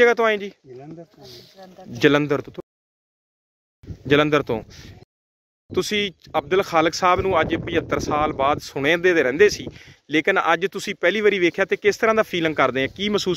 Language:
Punjabi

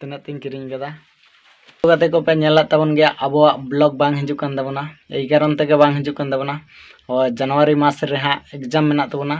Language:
Santali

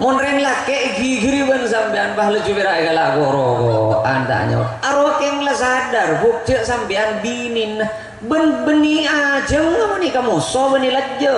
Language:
Madurese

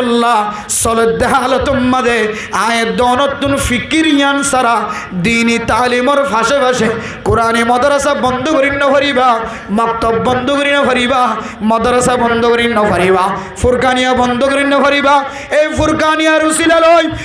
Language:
Rohingya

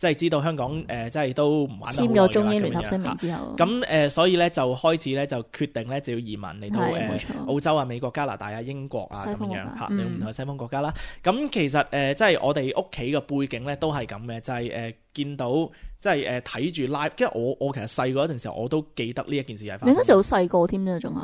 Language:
Cantonese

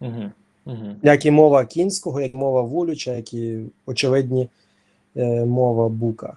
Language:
Rusyn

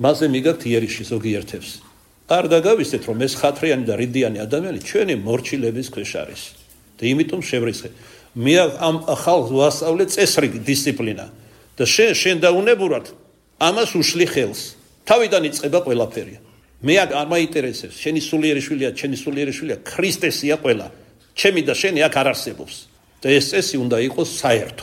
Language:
Georgian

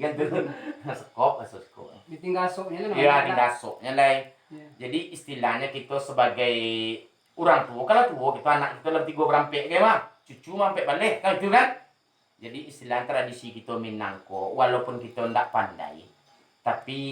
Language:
Minangkabau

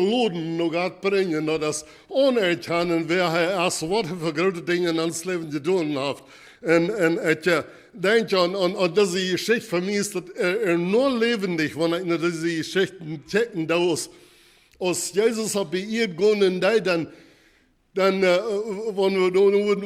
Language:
Plautdietsch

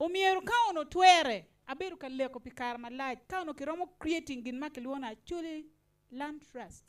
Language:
Acoli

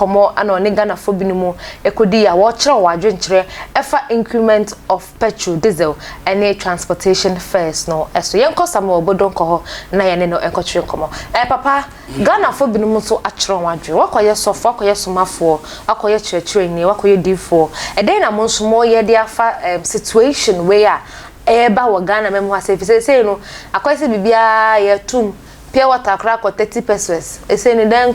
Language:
Akan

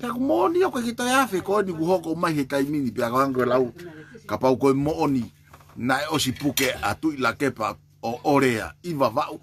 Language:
Tongan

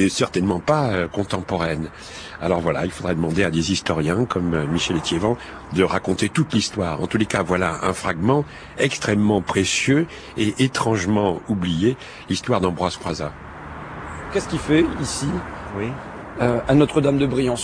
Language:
French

